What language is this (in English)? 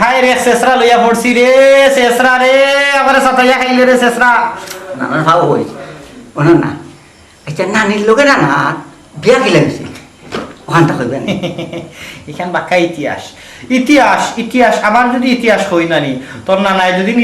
Sylheti